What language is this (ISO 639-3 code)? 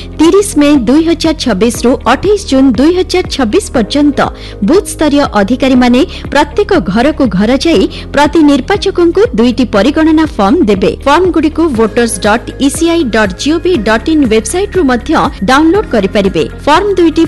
ori